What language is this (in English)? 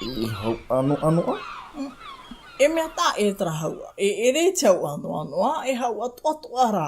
Tahitian